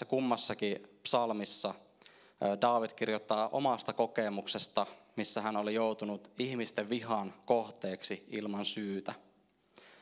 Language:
Finnish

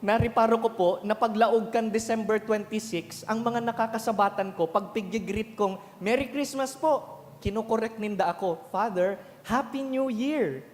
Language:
Bikol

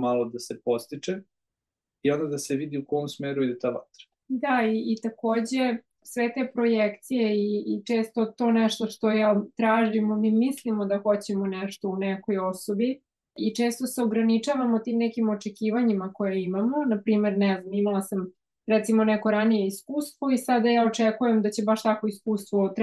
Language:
Serbian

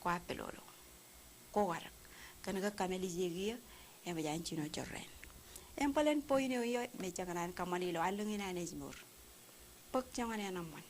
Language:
Marshallese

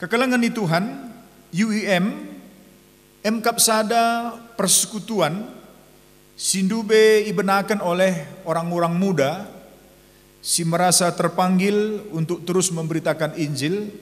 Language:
Batak Karo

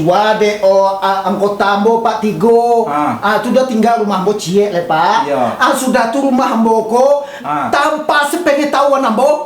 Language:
Minangkabau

